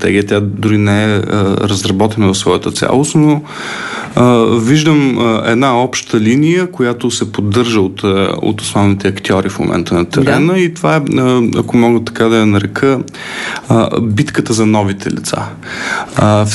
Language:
Bulgarian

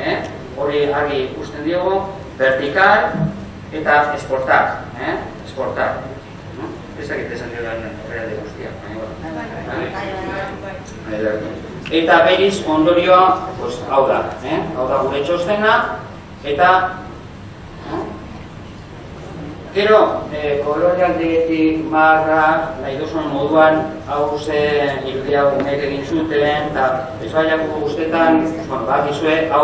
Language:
Basque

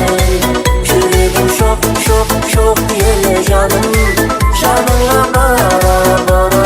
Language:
Kara-Kalpak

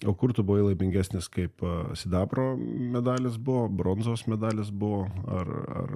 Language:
Lithuanian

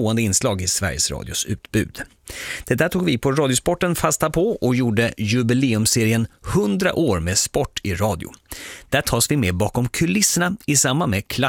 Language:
Swedish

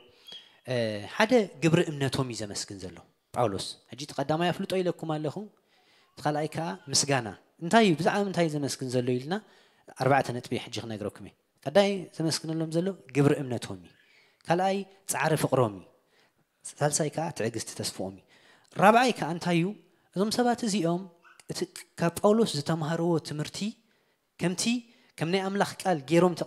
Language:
Tigrinya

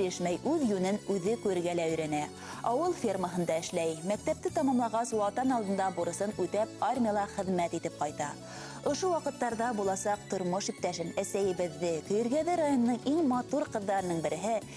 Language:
Bashkir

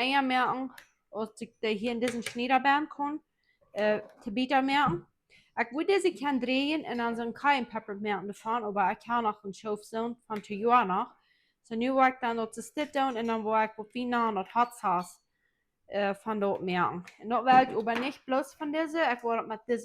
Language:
Plautdietsch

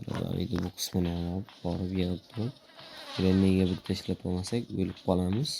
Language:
Uzbek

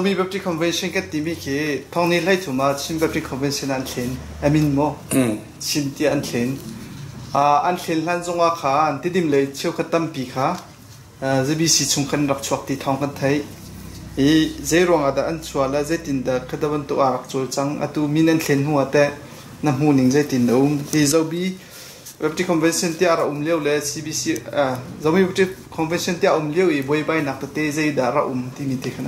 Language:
Hakha Chin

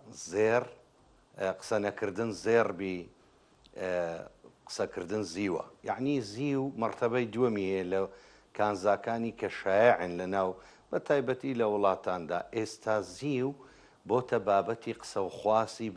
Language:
Central Kurdish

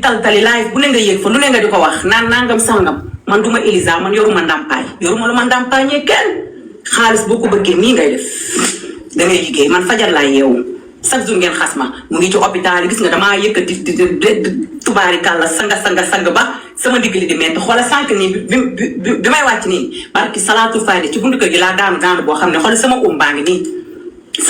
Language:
Wolof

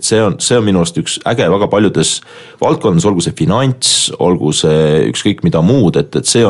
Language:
Estonian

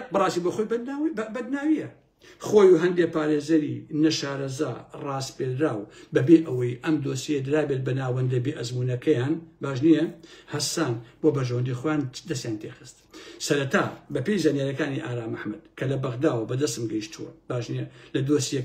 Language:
Central Kurdish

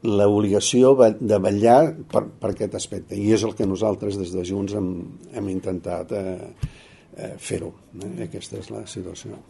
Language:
Catalan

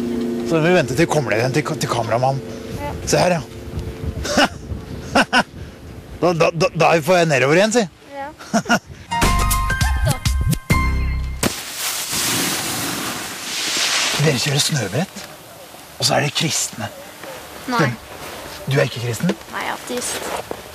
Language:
Norwegian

